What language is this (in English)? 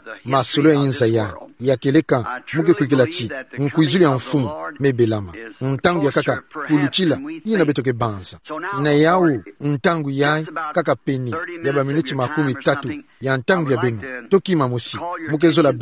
Kituba (Democratic Republic of Congo)